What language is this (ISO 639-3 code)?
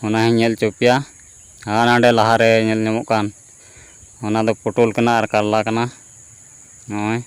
sat